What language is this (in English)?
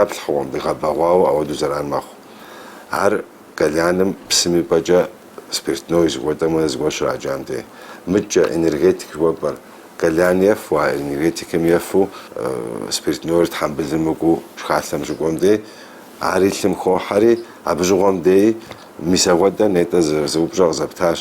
Kabardian